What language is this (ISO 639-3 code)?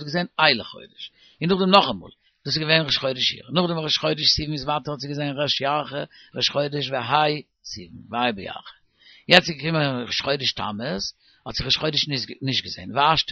yid